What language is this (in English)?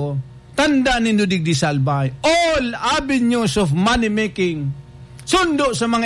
Bikol